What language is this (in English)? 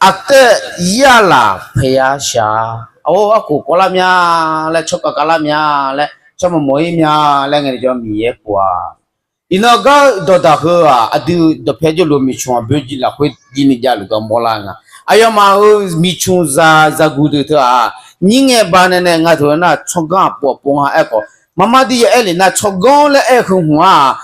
Akha